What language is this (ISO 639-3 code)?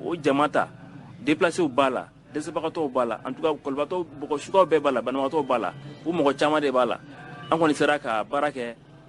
bam